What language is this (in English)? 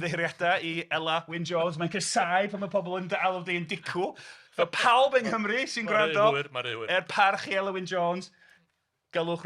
Welsh